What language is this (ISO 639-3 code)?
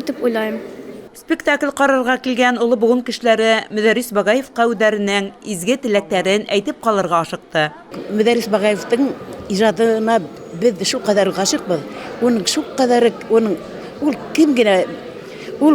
bak